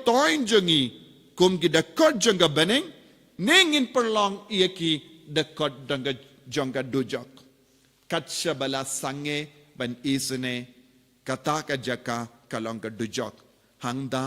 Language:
Khasi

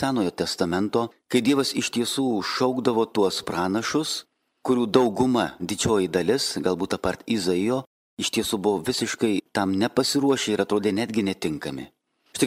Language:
Lithuanian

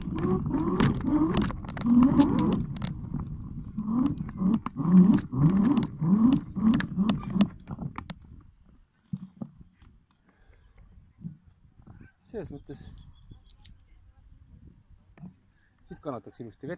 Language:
Estonian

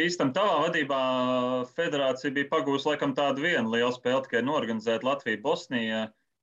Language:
Latvian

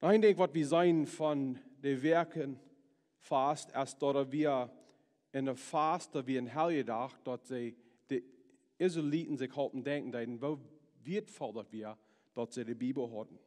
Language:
Plautdietsch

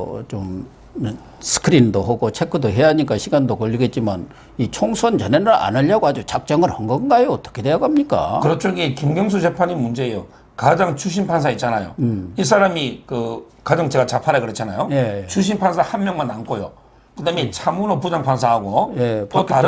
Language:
Korean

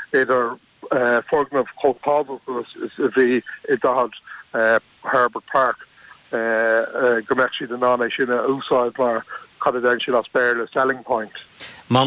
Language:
Irish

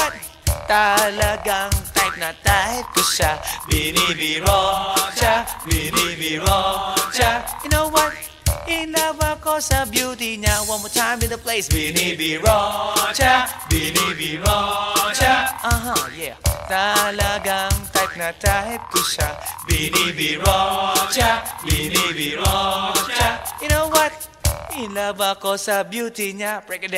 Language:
Filipino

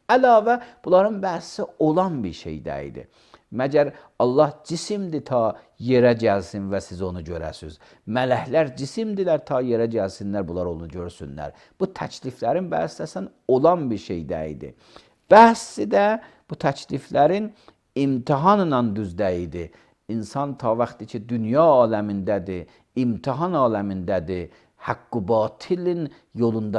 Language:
Azerbaijani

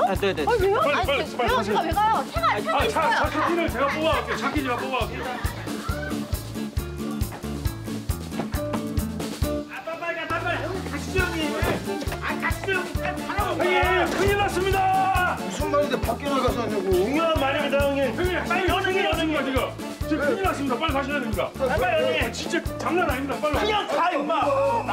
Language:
Korean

